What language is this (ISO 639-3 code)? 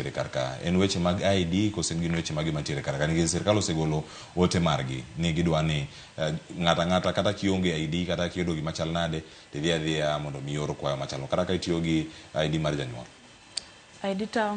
luo